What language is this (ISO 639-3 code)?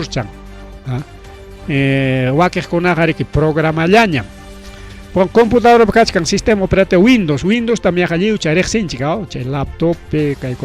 quy